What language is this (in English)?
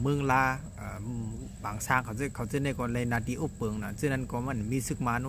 Shan